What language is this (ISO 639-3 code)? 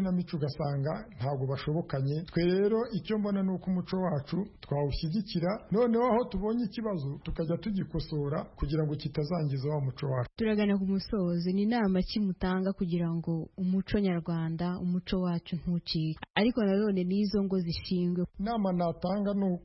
kin